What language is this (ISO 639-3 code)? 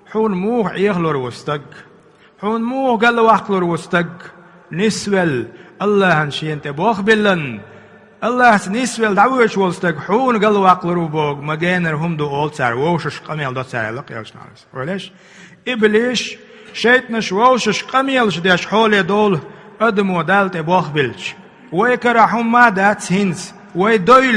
che